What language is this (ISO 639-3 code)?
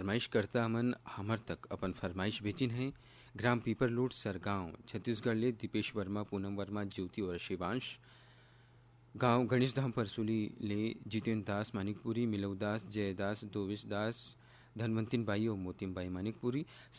hne